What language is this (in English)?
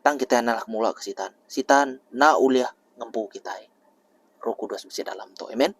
Iban